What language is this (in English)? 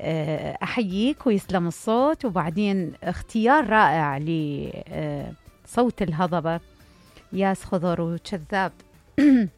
Mesopotamian Arabic